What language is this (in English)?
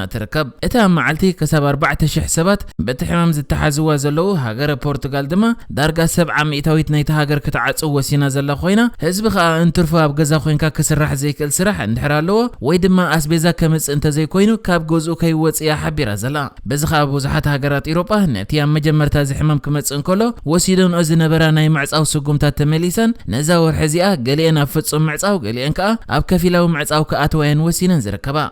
Tigrinya